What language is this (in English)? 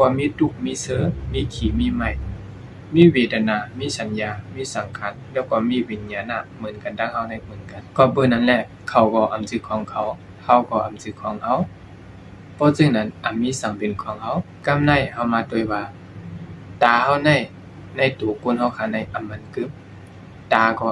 Shan